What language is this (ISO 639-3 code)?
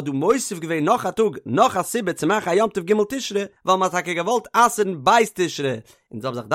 yid